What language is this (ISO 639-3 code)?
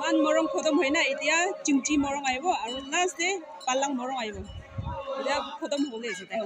nag